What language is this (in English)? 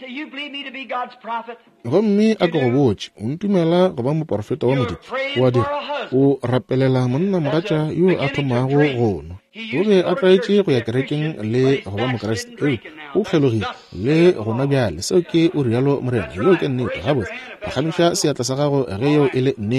Northern Sotho